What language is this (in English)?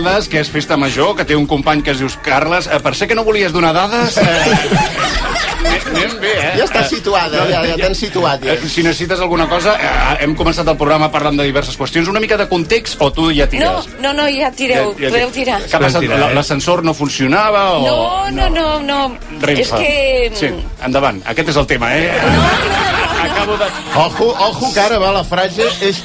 Catalan